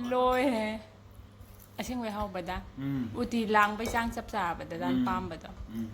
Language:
Manipuri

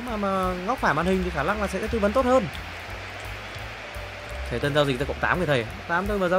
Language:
Vietnamese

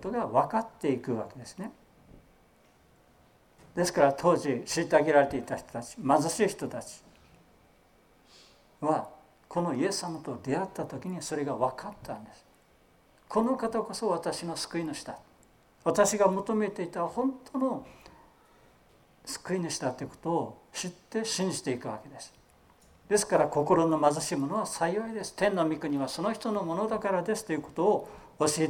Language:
Japanese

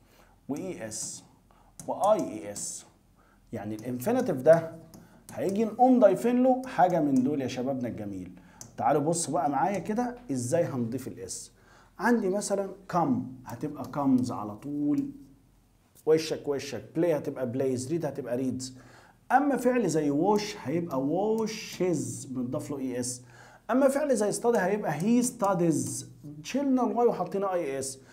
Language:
Egyptian Arabic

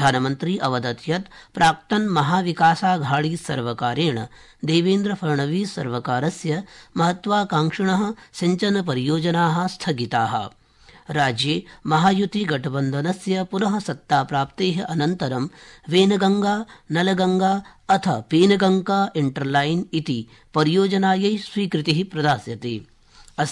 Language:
Sanskrit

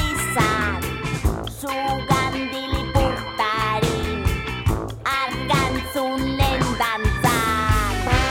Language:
Basque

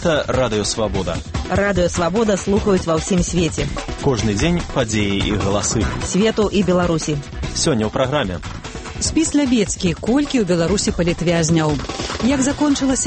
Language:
Belarusian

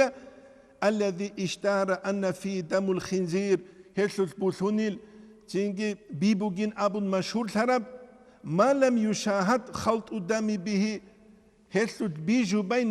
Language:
Avaric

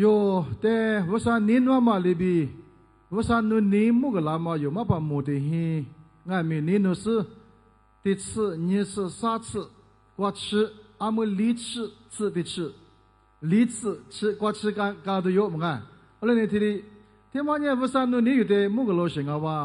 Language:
Lisu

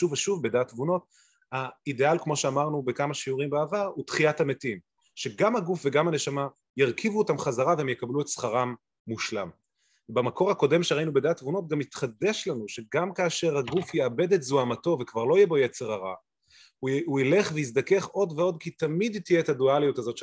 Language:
Hebrew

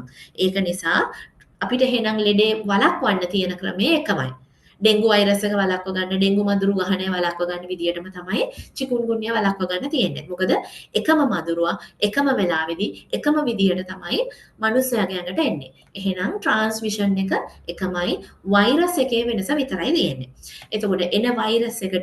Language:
Sinhala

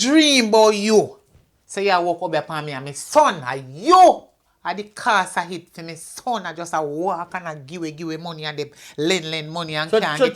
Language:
Jamaican Creole English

